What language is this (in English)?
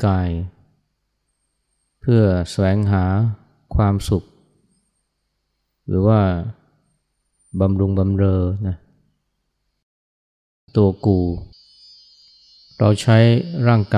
Thai